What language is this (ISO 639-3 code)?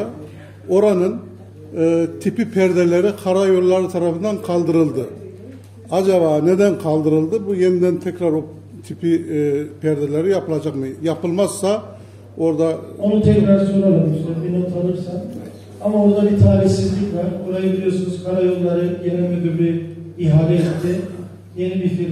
tur